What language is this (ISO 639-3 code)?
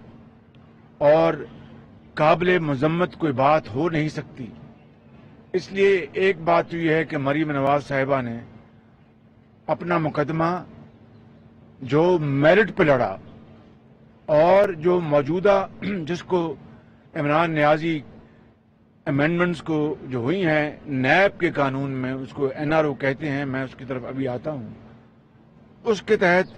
urd